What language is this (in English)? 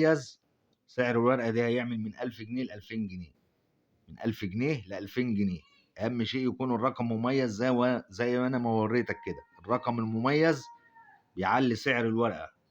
Egyptian Arabic